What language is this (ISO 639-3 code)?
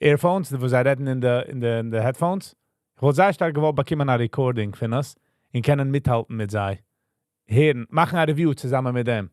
yid